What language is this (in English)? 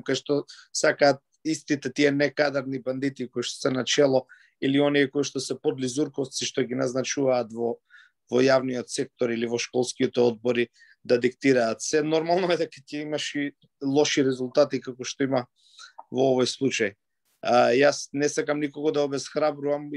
Macedonian